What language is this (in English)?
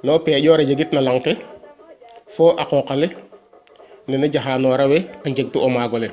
Serer